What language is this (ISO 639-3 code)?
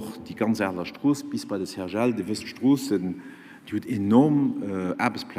ltz